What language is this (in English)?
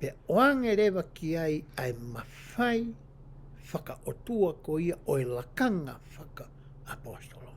Tongan